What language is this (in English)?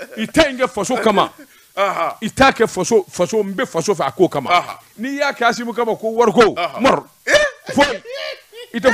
Bambara